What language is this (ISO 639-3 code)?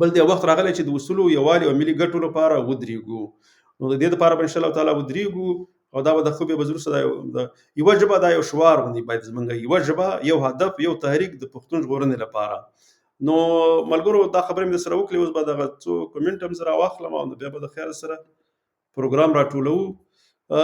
pus